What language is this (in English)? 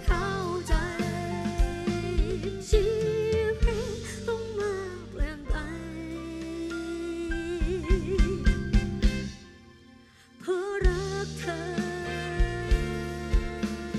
Thai